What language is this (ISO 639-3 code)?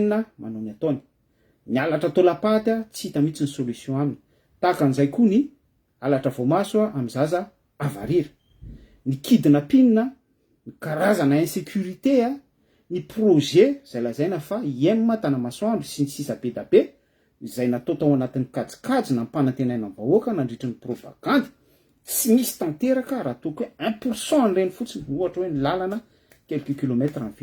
mlg